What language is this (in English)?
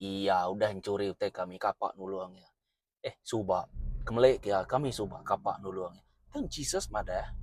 Iban